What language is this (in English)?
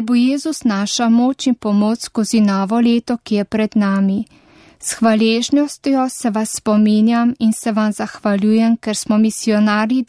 Slovenian